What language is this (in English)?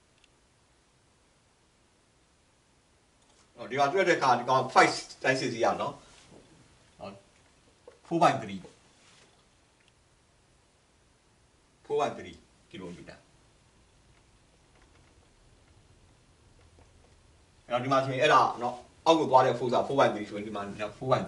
Burmese